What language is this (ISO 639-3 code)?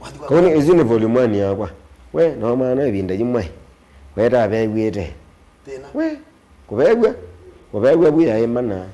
kam